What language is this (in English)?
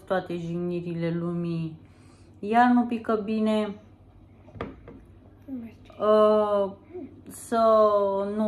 Romanian